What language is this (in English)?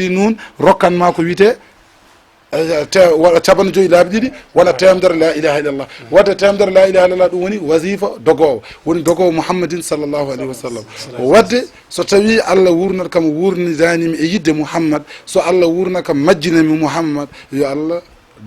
Fula